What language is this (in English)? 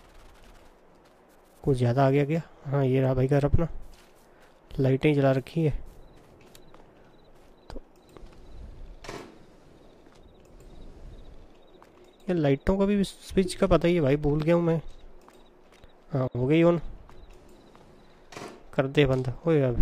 Hindi